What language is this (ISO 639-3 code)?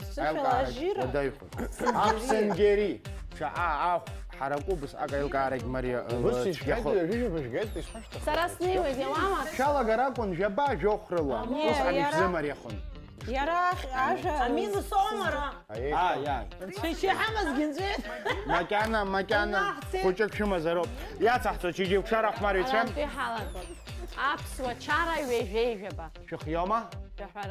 abk